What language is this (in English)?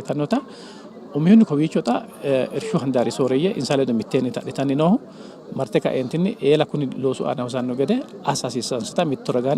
Sidamo